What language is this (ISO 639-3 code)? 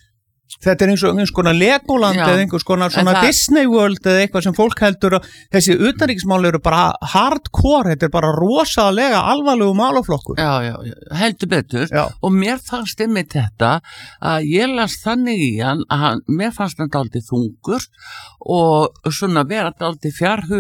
isl